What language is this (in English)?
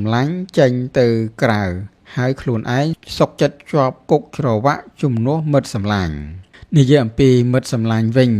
Khmer